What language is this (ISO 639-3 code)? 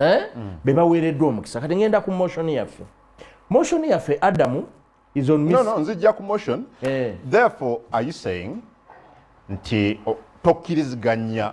lug